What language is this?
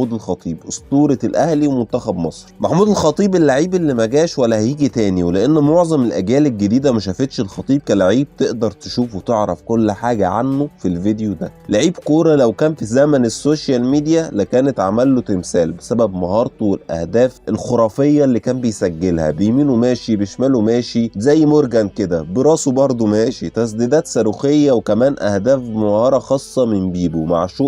Egyptian Arabic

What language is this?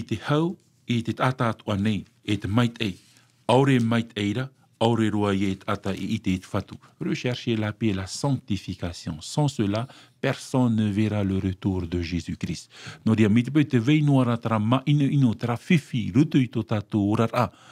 Tahitian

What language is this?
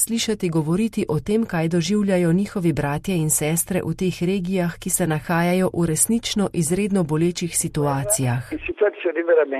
Slovenian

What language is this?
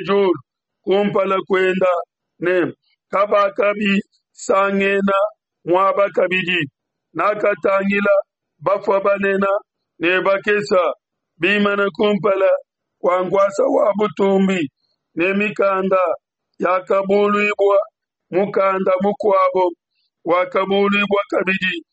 Luba-Lulua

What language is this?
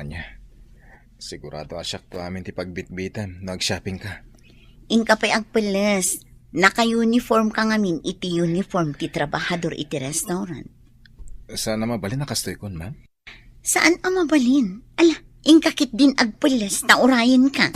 Iloko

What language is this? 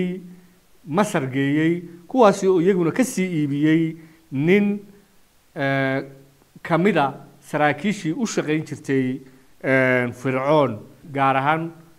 Somali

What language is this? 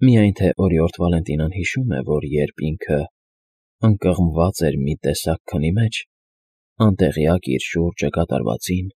Armenian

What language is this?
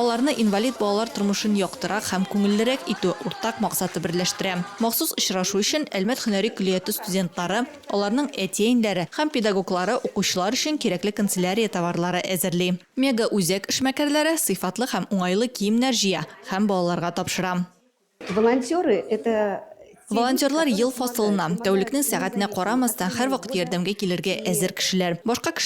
Tatar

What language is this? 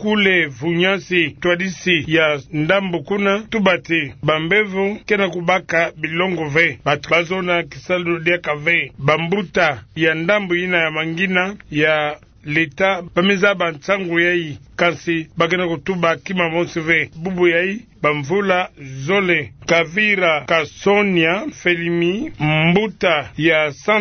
Kituba (Democratic Republic of Congo)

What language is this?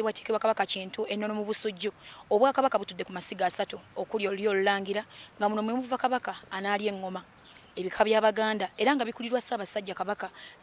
Ganda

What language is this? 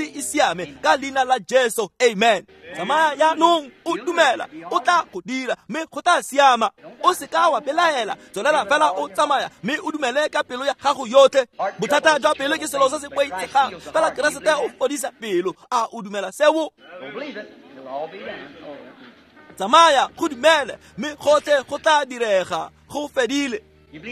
Tswana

